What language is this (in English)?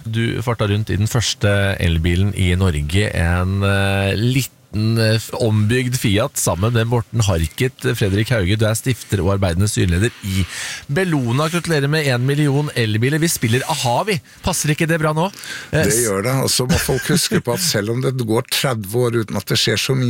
Norwegian